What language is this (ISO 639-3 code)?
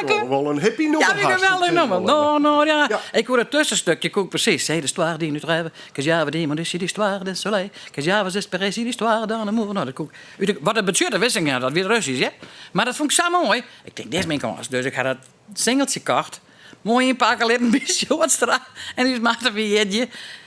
fry